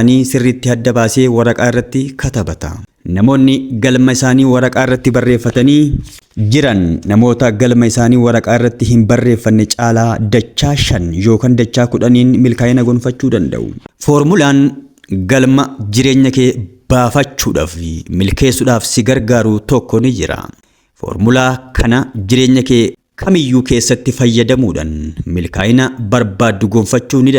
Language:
Oromo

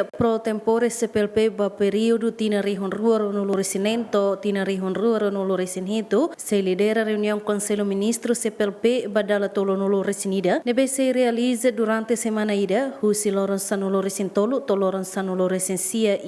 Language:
Tetum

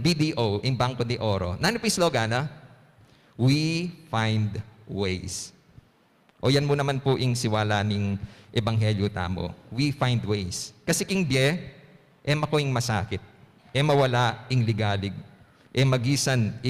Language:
Pampanga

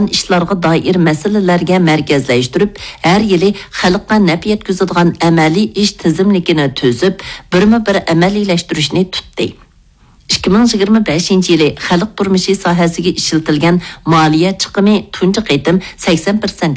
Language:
Uyghur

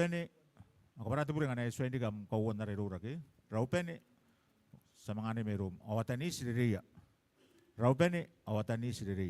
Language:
Gilbertese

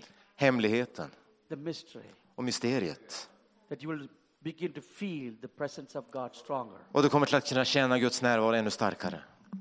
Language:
Swedish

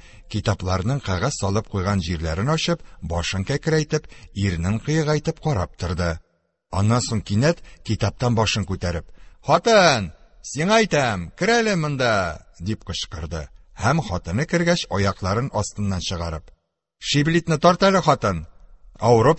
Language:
Tatar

